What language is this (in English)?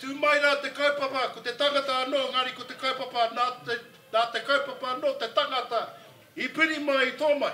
Māori